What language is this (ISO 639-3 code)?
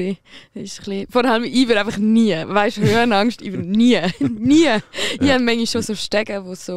gsw